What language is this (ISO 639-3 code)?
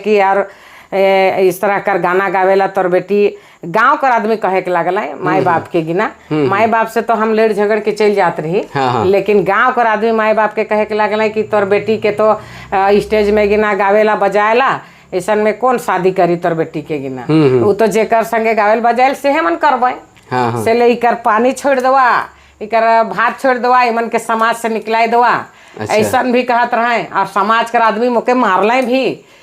sck